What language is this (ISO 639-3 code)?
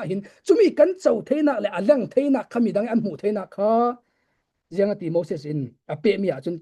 cfm